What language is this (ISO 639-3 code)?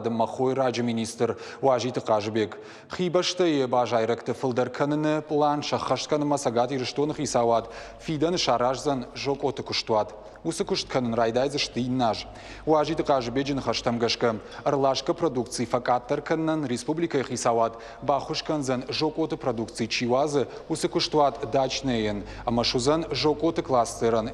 oss